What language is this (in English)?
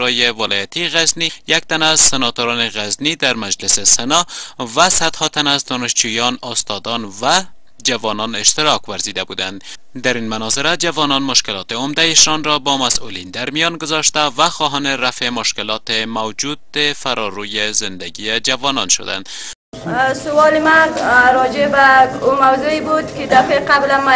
Persian